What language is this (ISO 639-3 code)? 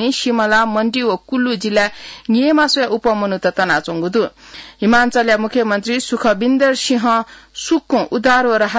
new